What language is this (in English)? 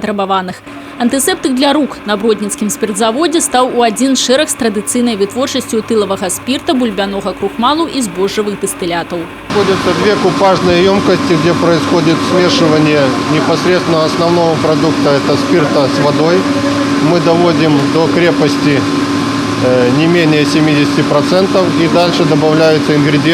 Belarusian